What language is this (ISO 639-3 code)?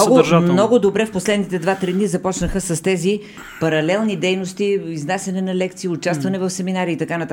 bul